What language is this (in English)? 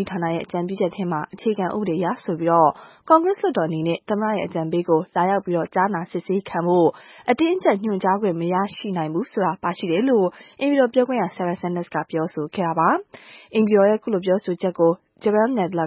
Burmese